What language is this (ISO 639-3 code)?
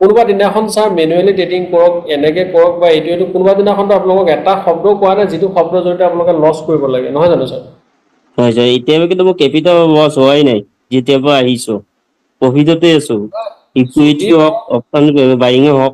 asm